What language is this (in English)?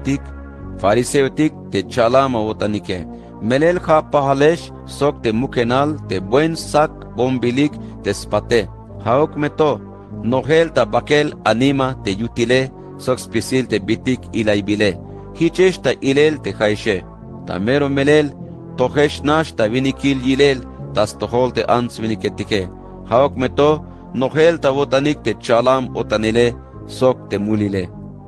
Tzeltal